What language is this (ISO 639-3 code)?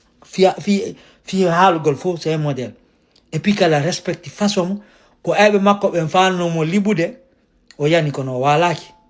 ful